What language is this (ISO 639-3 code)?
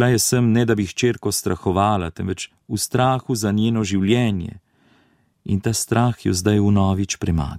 slv